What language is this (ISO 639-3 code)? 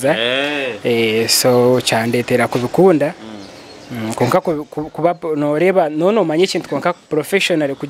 nyo